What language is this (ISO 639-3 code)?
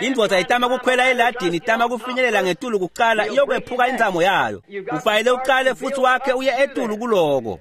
ssw